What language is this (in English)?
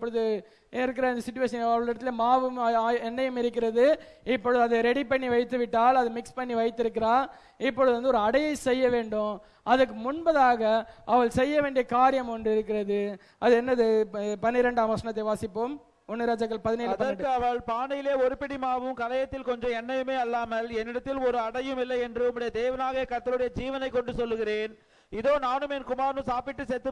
Tamil